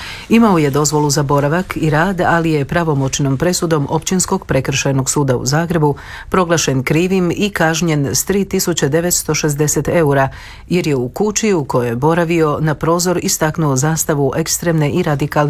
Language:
Croatian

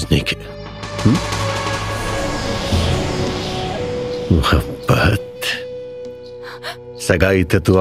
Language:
Bhojpuri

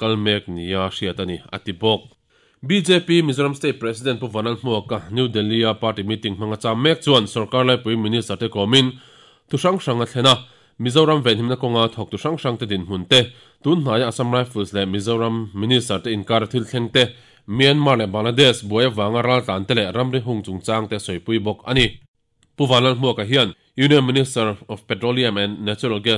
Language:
Mizo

